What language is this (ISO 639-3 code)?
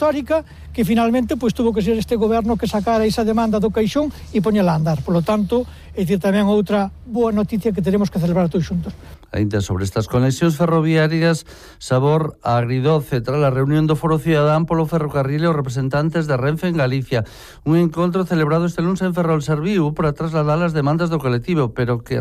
glg